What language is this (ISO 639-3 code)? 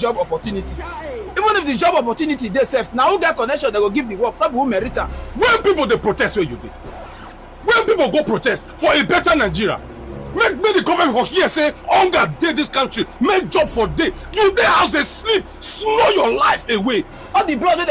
pcm